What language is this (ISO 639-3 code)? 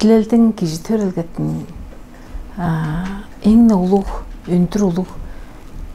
tyv